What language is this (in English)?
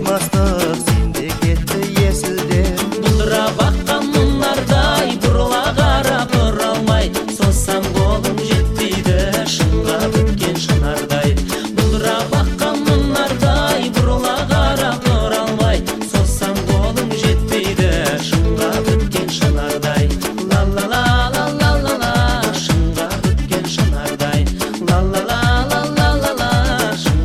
Kazakh